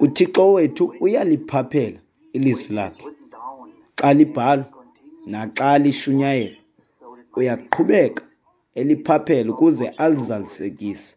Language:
Xhosa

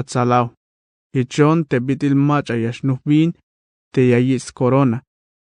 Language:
Tzeltal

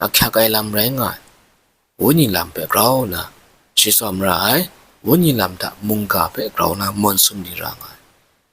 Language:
Kachin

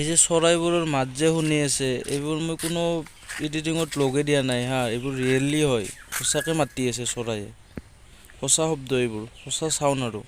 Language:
Assamese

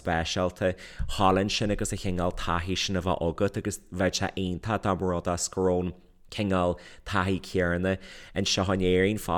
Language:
Irish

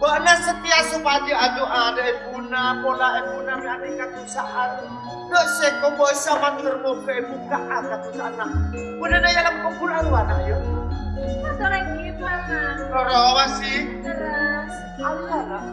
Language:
Madurese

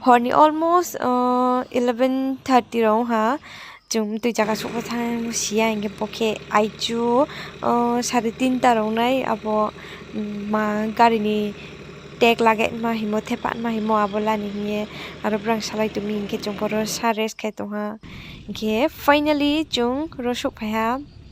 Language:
Riang (India)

